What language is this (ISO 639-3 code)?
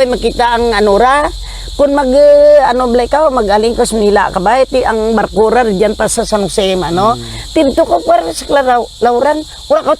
krj